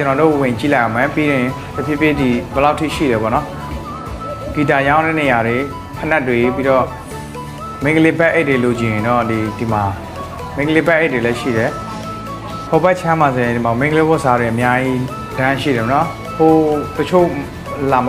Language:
Burmese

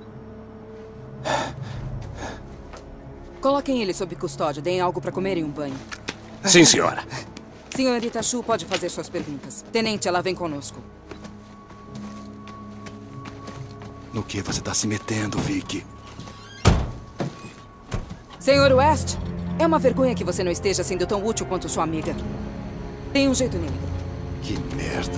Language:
Portuguese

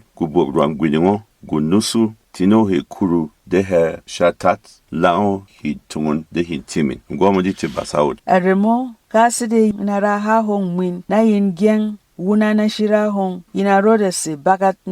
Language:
Berom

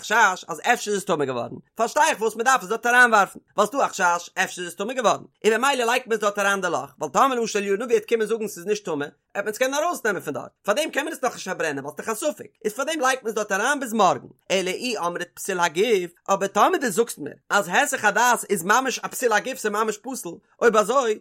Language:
Yiddish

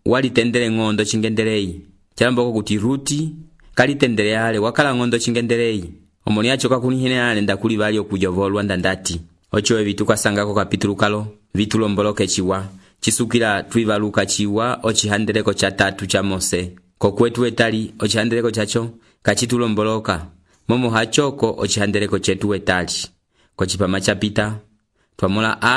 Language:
Umbundu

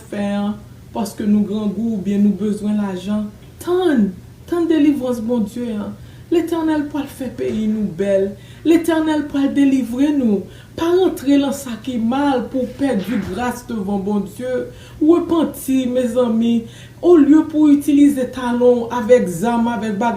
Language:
Haitian Creole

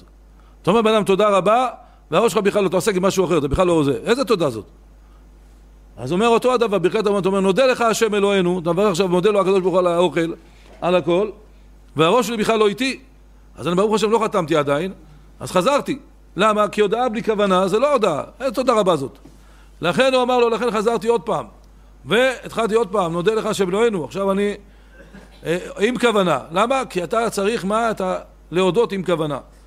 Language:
Hebrew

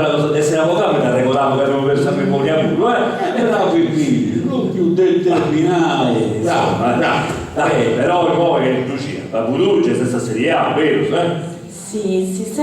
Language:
Sardinian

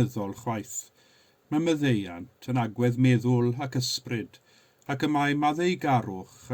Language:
Welsh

